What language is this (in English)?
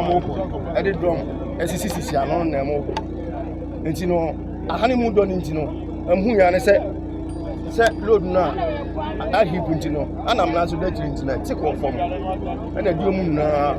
Akan